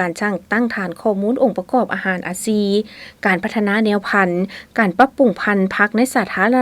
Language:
Lao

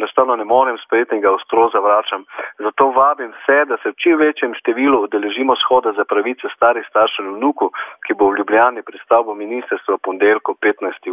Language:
Slovenian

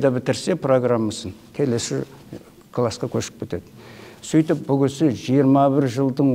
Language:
Kazakh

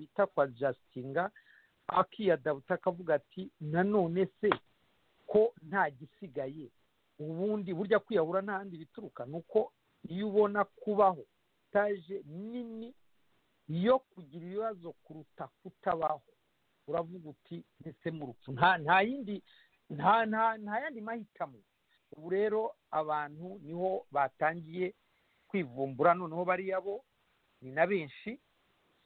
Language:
Kinyarwanda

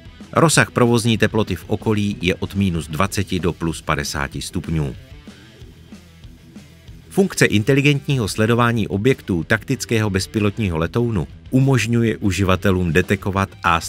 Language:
Czech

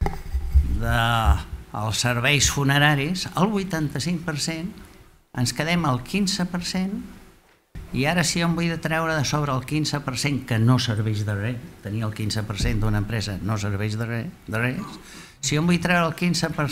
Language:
Catalan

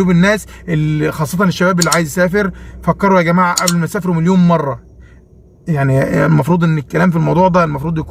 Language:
Egyptian Arabic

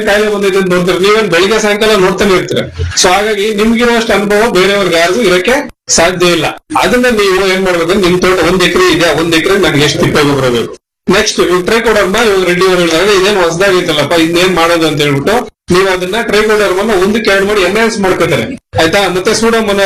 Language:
Kannada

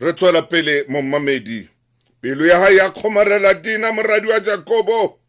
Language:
Southern Sotho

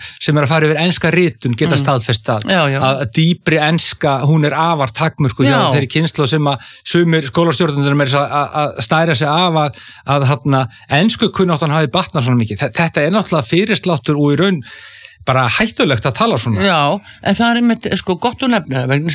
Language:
Icelandic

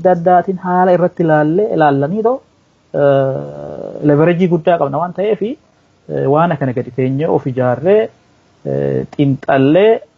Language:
Oromo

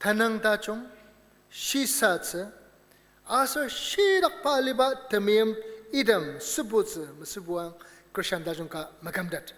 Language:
Ao Naga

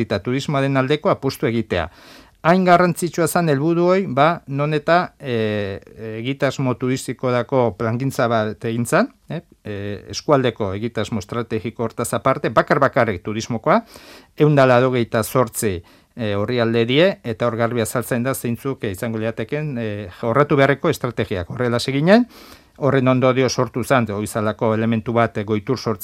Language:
Basque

